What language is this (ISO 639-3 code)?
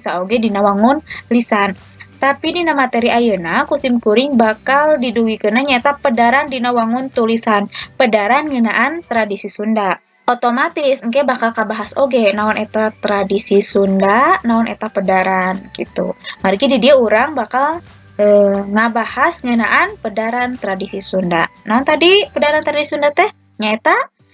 sun